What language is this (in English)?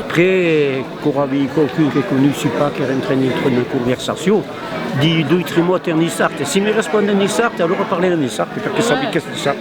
Occitan